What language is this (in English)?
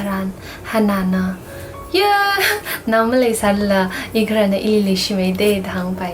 Tangkhul Naga (India)